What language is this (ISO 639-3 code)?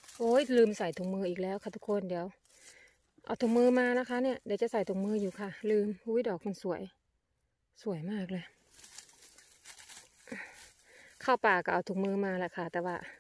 tha